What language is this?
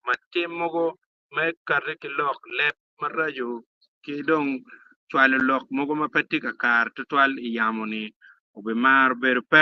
Acoli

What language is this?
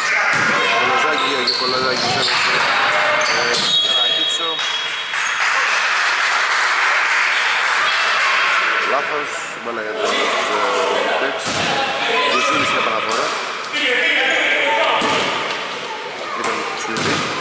Greek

